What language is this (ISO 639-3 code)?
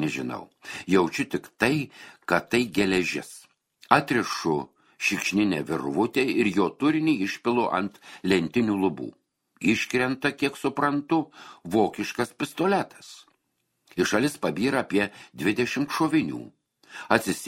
lit